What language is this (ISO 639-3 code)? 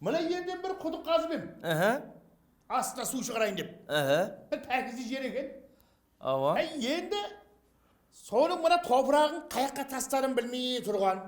kaa